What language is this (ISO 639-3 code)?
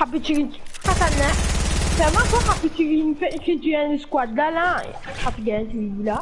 mfe